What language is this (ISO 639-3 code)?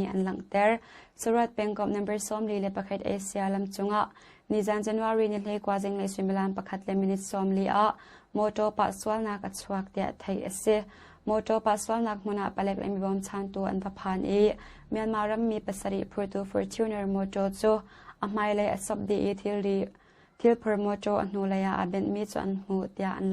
cnh